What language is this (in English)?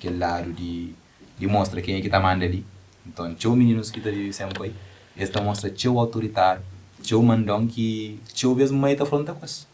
Kabuverdianu